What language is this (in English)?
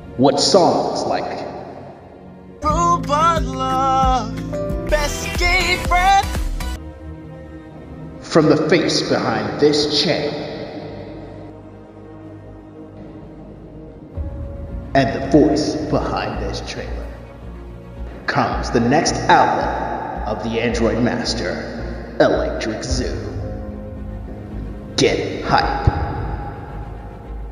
English